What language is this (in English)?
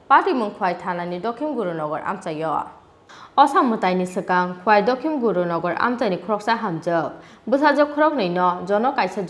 Kok Borok